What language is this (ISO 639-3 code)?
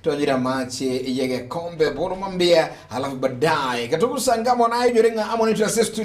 guz